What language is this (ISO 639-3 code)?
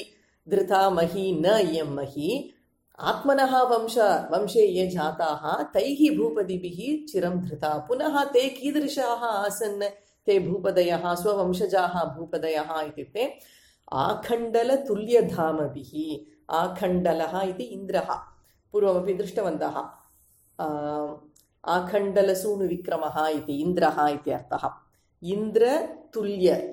san